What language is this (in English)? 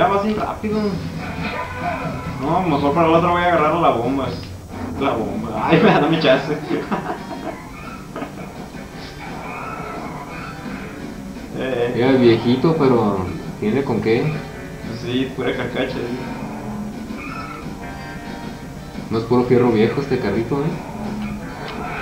Spanish